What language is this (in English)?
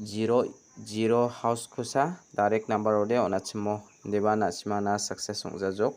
Garo